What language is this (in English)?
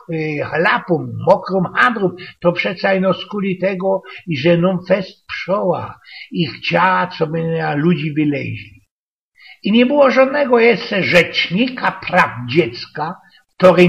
Silesian